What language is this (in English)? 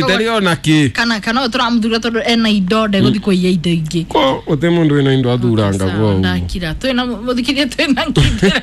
Kikuyu